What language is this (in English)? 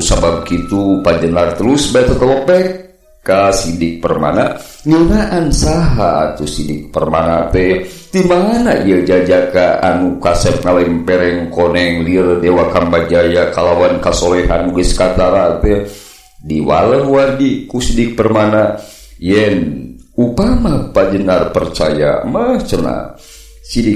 Sundanese